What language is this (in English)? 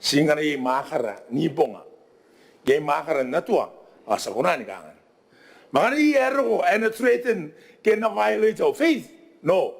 Gilbertese